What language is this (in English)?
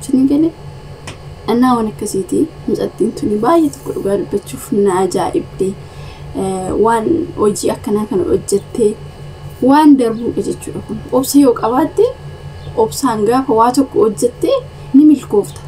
Oromo